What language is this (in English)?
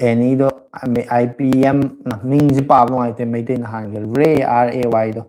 Manipuri